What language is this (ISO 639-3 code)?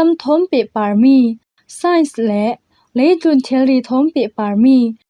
cfm